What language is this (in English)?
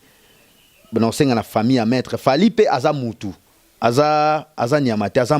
Lingala